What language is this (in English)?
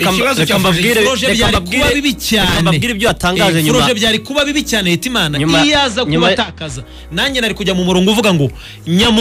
Kinyarwanda